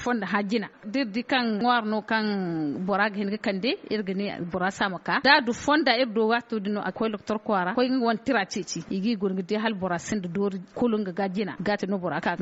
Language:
Zarma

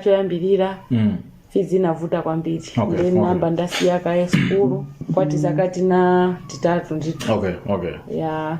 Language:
Nyanja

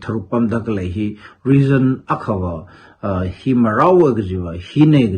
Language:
Tangkhul Naga (India)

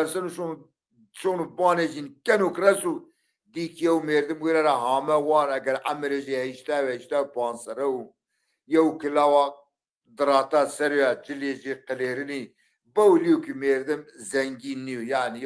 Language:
Zaza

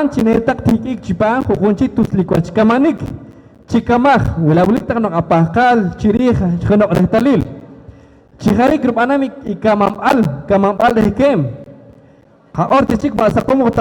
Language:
Poqomchi'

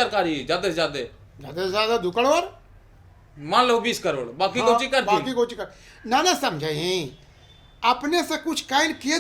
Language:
Magahi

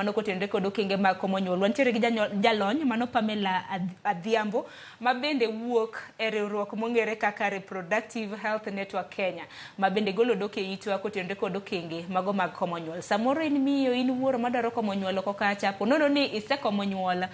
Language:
Luo (Kenya and Tanzania)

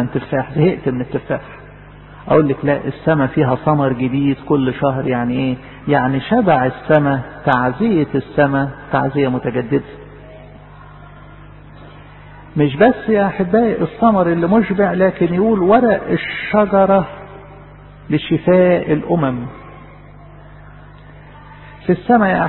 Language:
Egyptian Arabic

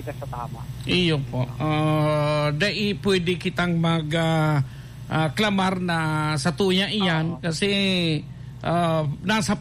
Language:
Bikol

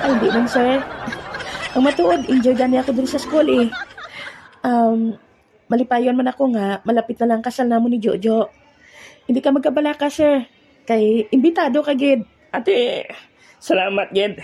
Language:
Hiligaynon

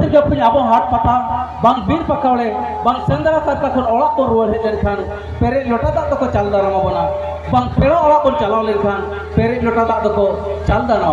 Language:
Santali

